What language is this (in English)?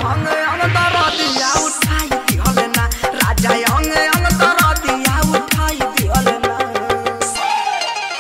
Bhojpuri